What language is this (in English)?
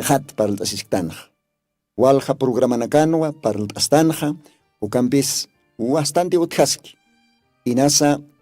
Aymara